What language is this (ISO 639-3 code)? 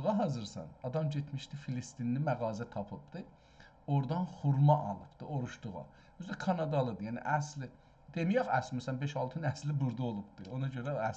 azb